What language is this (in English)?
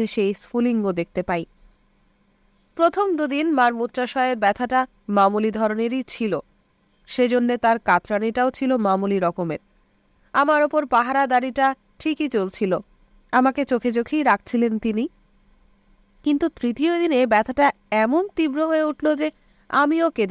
Bangla